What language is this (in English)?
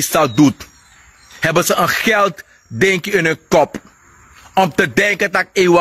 Sranan Tongo